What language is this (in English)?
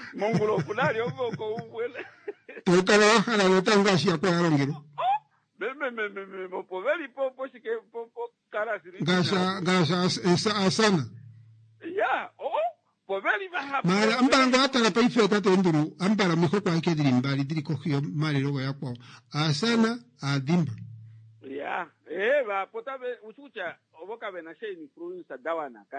Kuanyama